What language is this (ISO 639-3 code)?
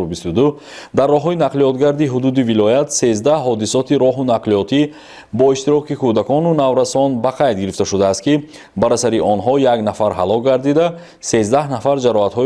tgk